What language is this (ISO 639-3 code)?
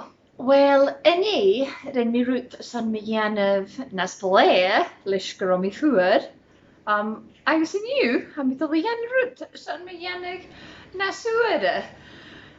gla